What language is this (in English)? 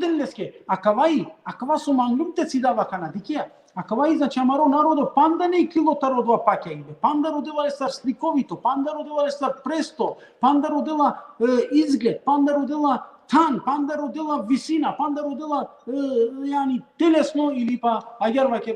Balkan Romani